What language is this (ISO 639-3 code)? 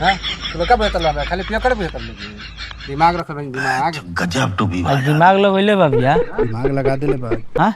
bho